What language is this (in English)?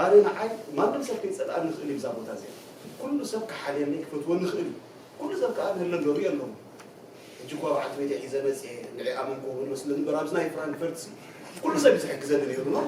Tigrinya